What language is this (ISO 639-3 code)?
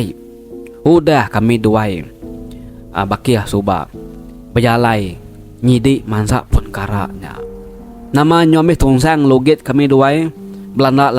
iba